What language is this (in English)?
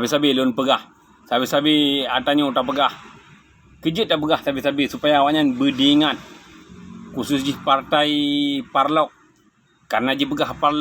Achinese